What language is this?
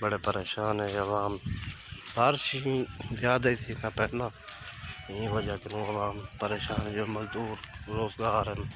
Saraiki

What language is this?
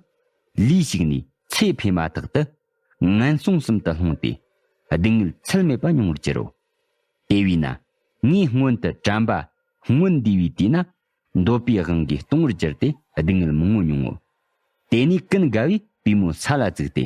Tibetan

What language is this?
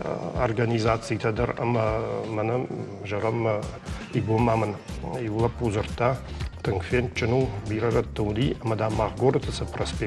Ossetic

